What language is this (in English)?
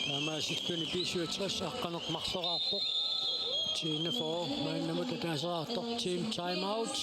Kalaallisut